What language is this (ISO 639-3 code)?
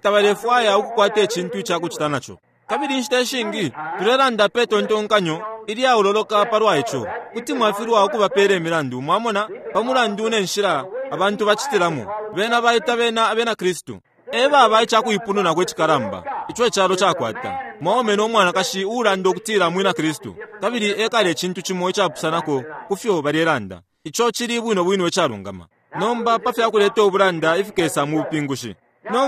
bem